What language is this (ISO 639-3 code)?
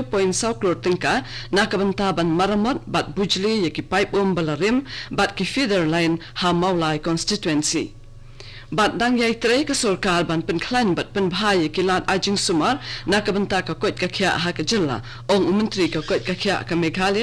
kha